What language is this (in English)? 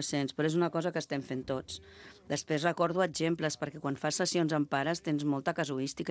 Catalan